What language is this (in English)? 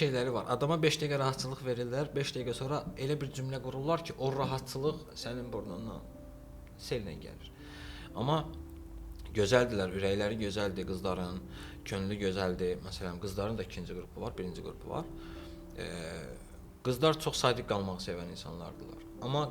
Azerbaijani